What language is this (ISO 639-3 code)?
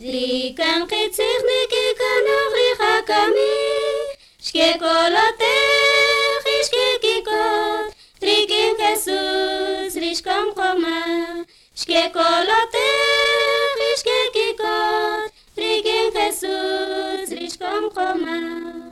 cak